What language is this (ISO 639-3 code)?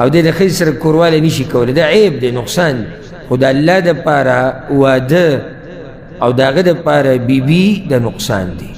pus